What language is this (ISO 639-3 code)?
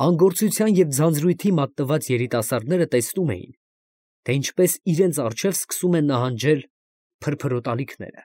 hye